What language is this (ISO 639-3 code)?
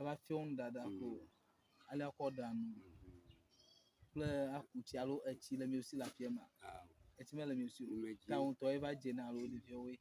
ewe